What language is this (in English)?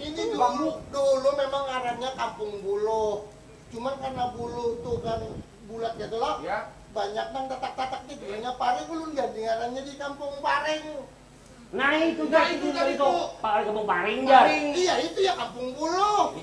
Banjar